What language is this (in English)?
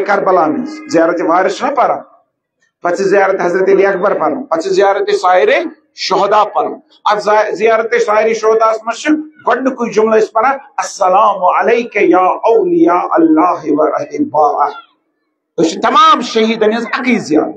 Kashmiri